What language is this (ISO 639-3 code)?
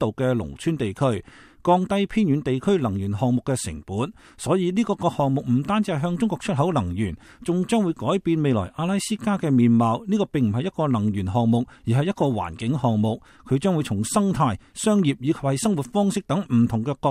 yue